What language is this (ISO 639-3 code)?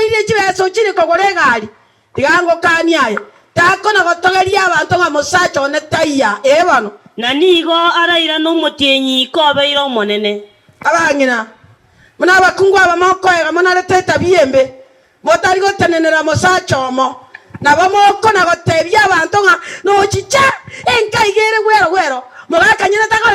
guz